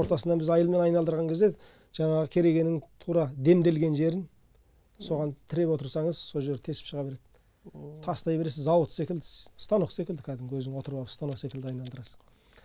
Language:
Kazakh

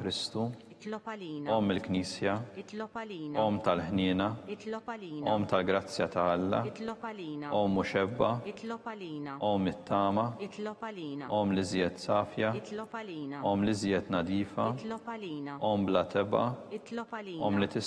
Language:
Maltese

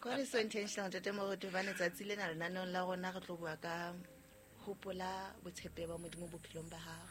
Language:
Southern Sotho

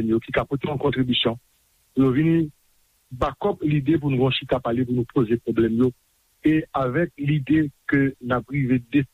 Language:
Haitian Creole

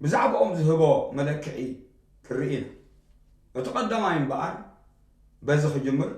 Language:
Tigrinya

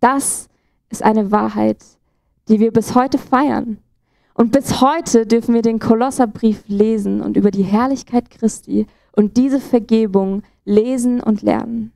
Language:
Swiss German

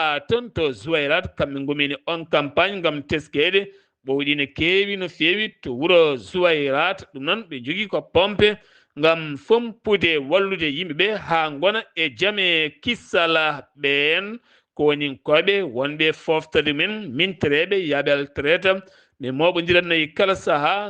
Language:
Fula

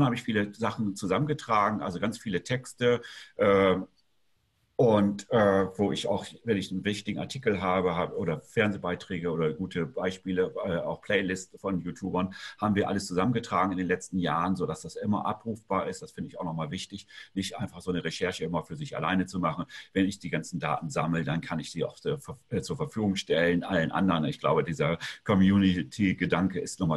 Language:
German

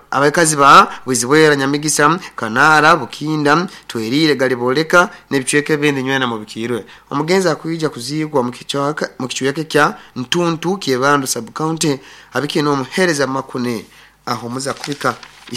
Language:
Nyoro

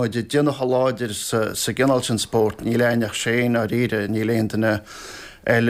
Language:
Irish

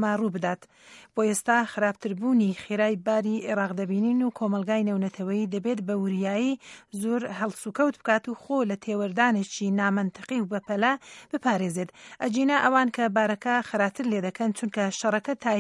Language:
Central Kurdish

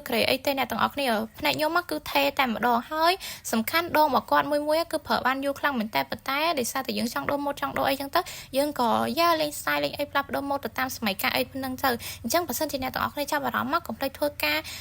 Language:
Khmer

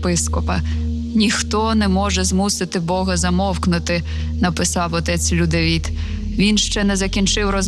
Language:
Ukrainian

